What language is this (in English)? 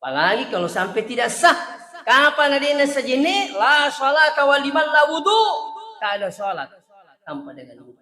Buginese